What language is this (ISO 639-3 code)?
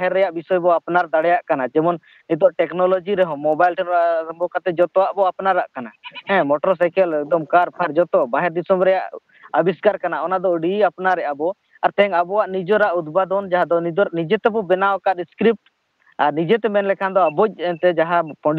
sat